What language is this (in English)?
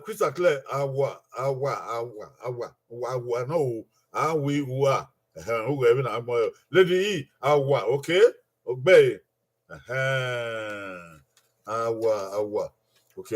Bini